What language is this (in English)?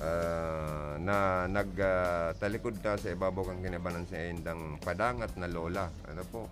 Bikol